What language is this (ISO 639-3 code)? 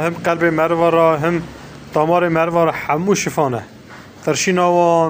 kur